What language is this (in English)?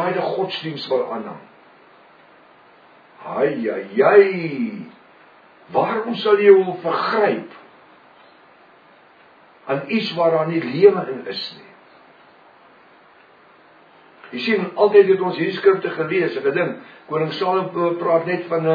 Afrikaans